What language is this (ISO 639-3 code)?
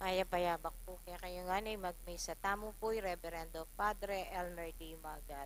pam